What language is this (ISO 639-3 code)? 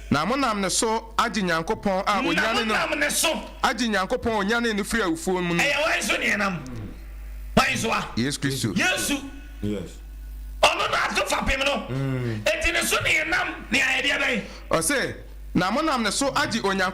aka